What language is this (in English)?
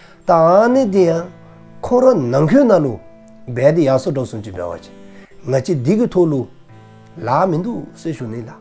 Dzongkha